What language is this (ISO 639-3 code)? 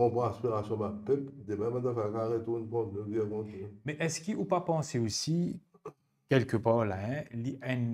mfe